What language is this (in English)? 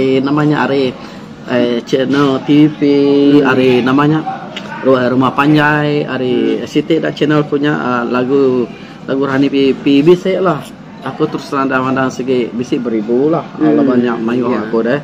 Iban